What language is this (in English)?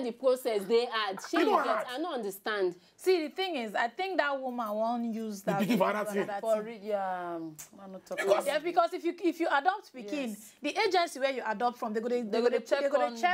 Nigerian Pidgin